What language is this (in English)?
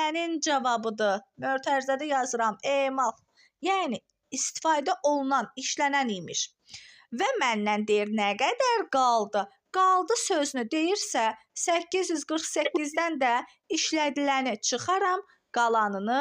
Azerbaijani